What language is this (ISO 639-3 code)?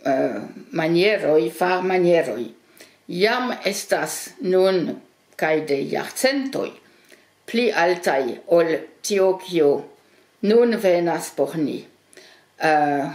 epo